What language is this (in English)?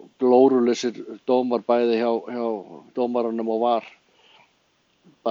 Icelandic